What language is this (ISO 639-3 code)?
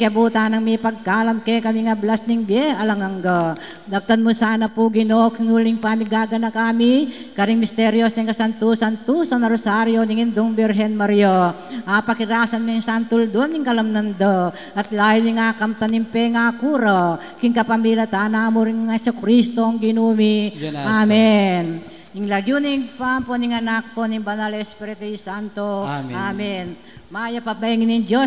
pam